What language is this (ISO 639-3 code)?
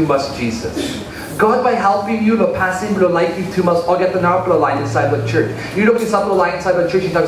tpi